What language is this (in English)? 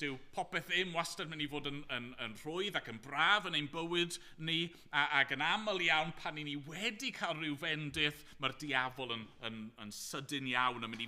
Welsh